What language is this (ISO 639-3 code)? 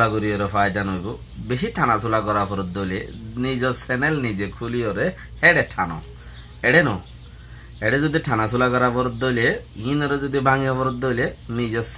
rhg